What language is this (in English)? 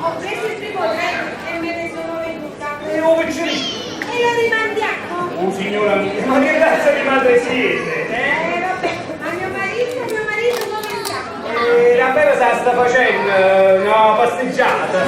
Neapolitan